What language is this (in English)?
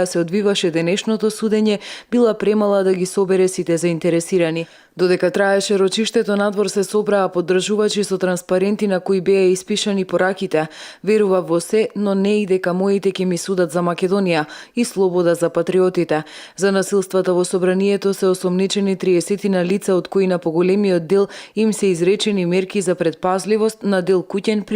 Macedonian